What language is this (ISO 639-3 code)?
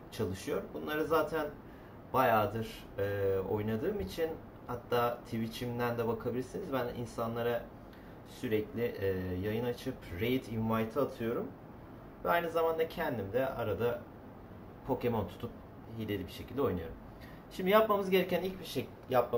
tur